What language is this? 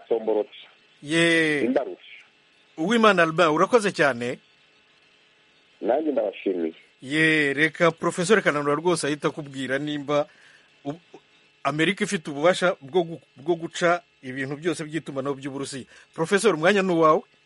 Kinyarwanda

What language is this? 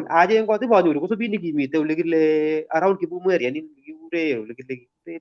Kalenjin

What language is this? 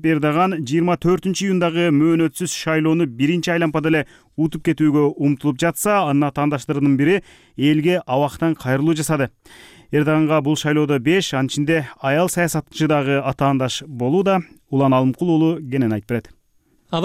Kyrgyz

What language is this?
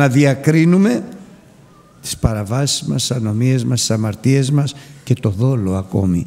Greek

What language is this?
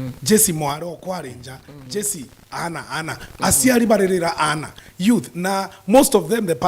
Meru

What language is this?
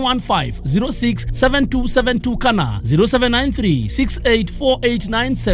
Kikuyu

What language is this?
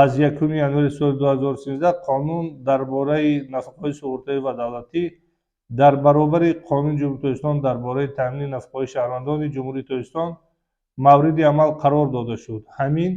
Tajik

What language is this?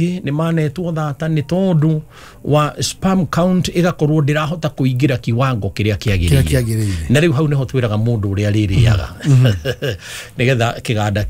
Kikuyu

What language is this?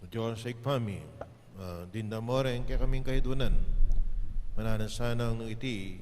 Pampanga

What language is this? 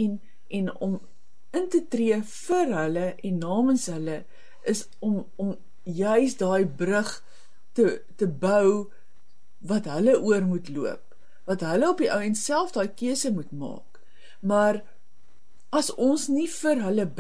Afrikaans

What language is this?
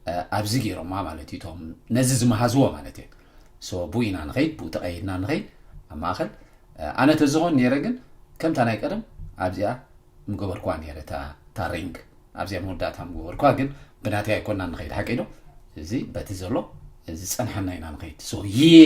Tigrinya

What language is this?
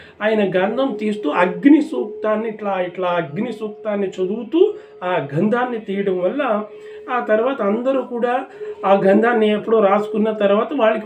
Telugu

